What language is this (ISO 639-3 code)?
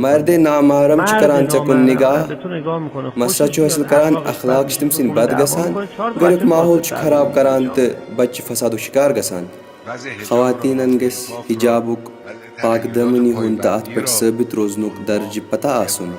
kas